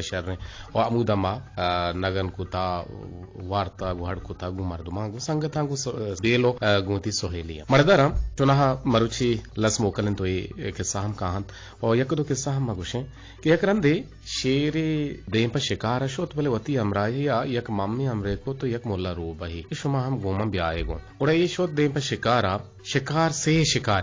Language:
Eastern Balochi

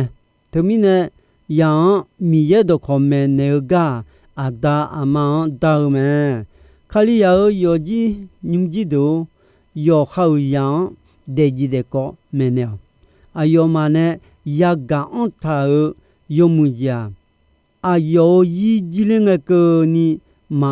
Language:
Akha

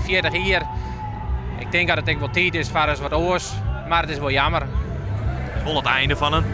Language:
Western Frisian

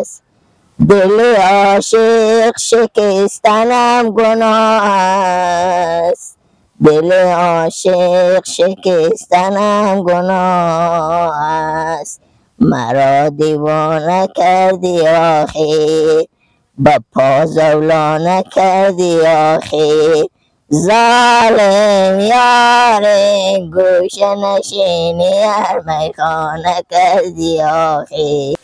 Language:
Persian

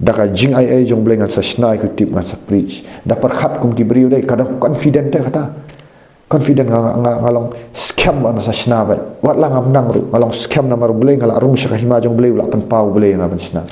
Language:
Khasi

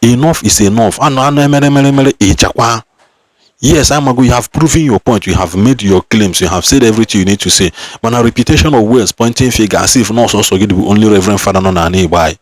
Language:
Igbo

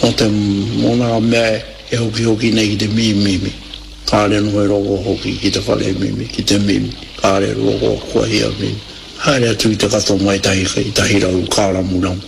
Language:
Māori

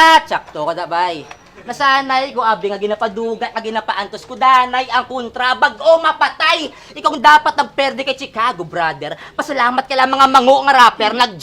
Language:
Hiligaynon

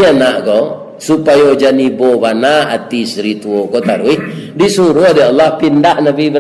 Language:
Minangkabau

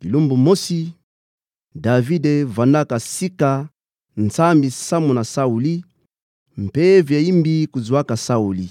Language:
Kituba (Democratic Republic of Congo)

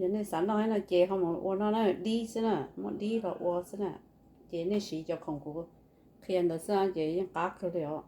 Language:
Hmong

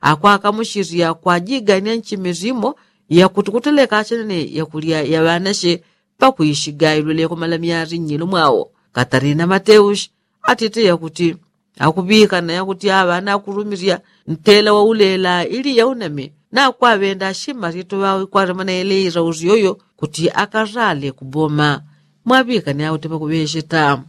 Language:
Yao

